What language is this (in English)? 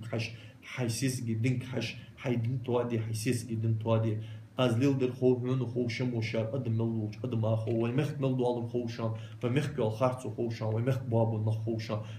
Ingush